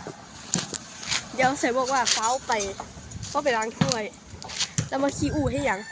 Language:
Lao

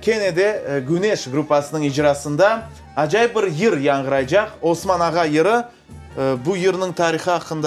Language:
Crimean Tatar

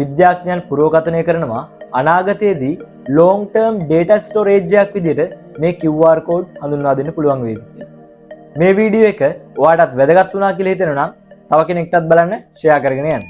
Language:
Sinhala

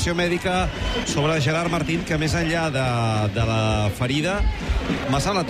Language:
Catalan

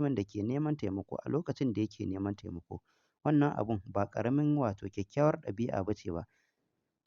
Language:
Hausa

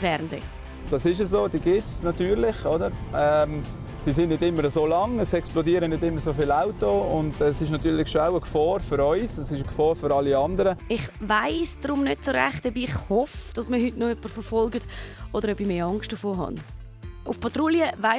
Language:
Swiss German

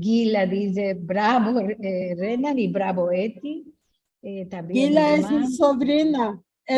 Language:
Ladino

